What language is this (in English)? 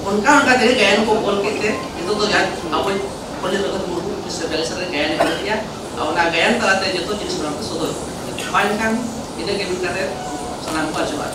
Santali